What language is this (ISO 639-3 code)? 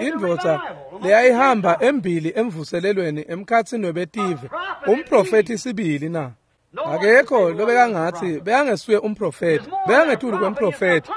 ssw